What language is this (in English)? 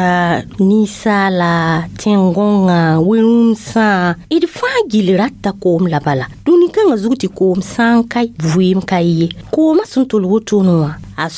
Mossi